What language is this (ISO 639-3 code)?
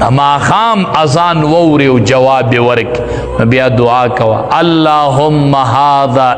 pus